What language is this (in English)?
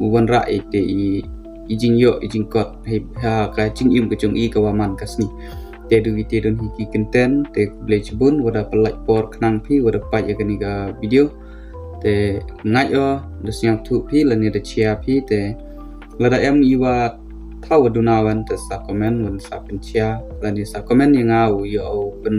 Pnar